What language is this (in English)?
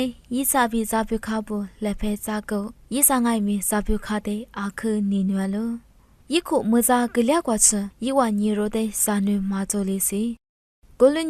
Lisu